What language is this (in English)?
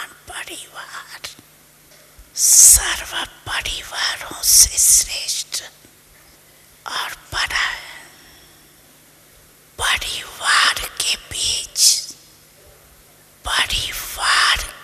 Hindi